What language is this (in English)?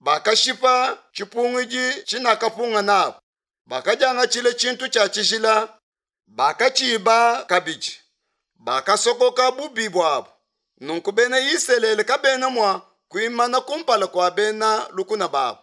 Luba-Lulua